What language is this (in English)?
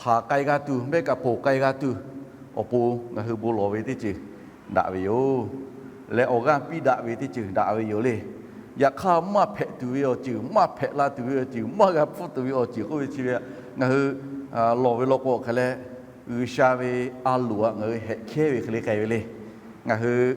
Lahu